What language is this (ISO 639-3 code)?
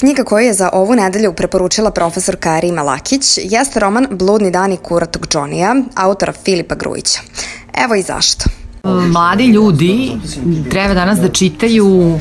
srp